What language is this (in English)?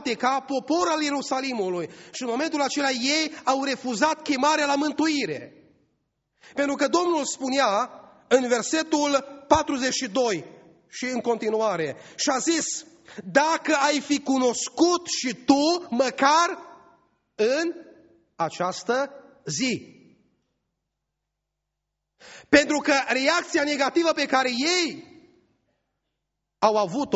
Romanian